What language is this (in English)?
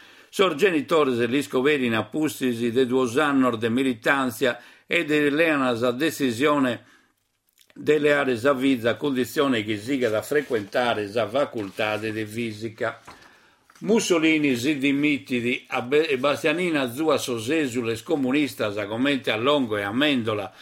Sardinian